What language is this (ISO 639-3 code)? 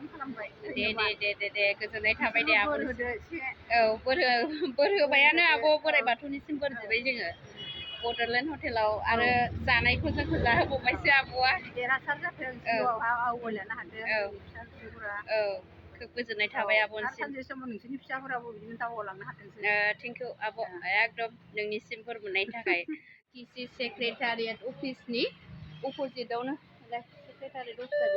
brx